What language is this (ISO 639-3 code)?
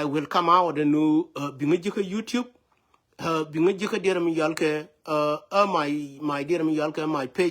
nus